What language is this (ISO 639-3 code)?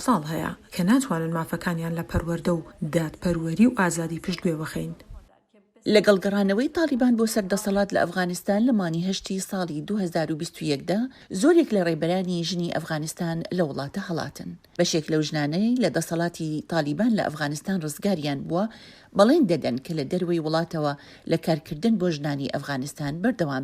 ckb